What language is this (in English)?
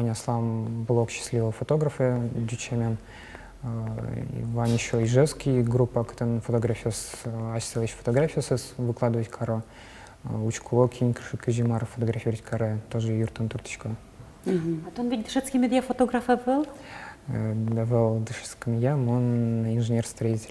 Udmurt